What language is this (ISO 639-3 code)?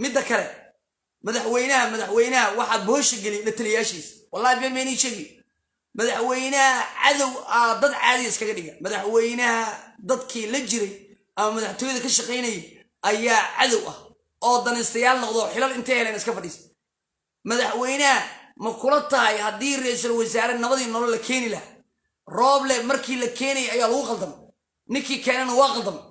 som